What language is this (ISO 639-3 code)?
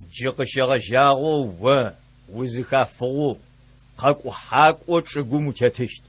ady